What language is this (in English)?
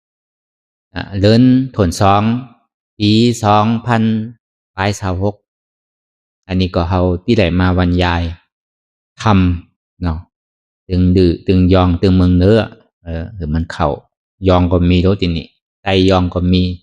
Shan